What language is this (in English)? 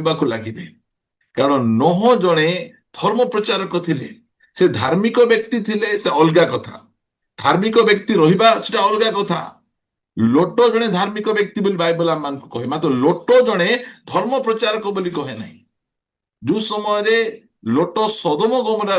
Odia